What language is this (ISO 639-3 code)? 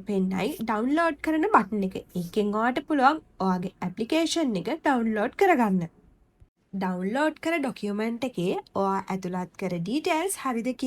sin